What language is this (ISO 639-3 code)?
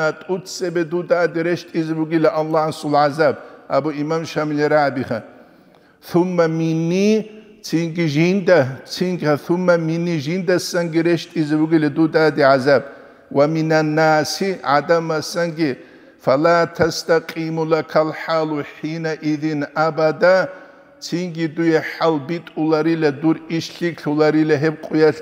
ava